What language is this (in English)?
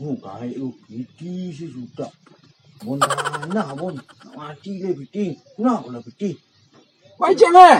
Minangkabau